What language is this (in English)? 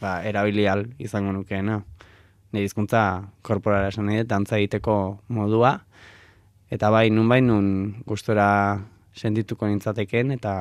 Basque